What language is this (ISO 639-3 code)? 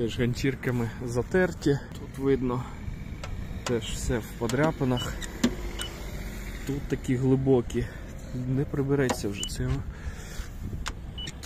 ukr